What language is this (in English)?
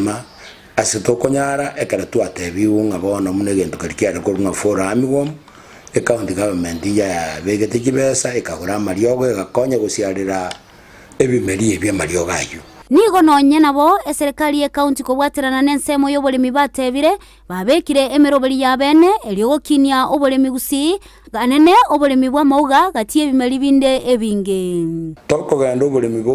Gusii